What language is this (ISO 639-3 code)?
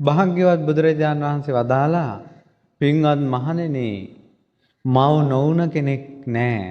sin